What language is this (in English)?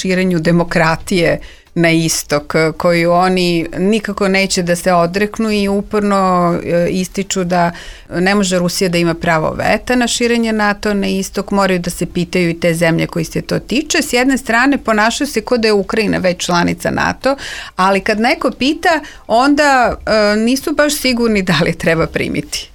Serbian